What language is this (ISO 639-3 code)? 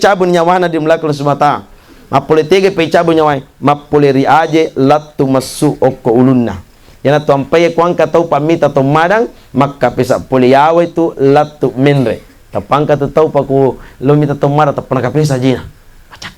bug